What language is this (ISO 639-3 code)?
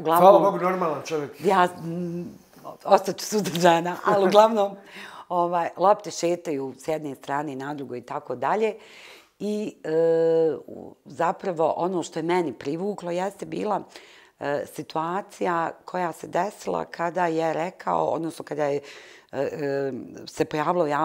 bos